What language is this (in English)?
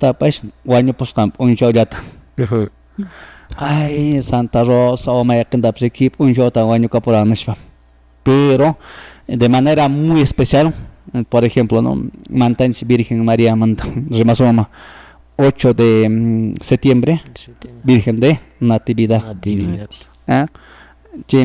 Quechua